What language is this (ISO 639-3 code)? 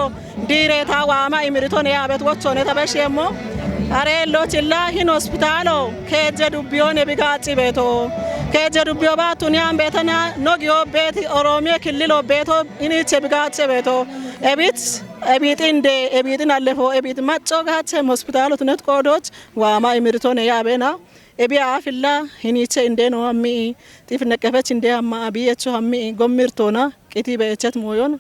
kbr